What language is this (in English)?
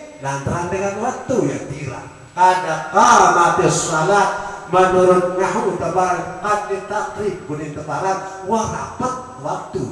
Sasak